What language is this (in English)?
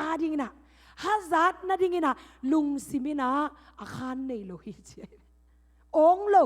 Tedim Chin